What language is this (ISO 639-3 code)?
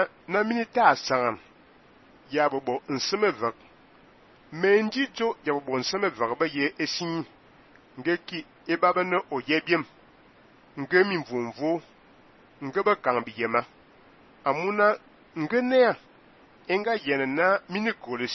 fan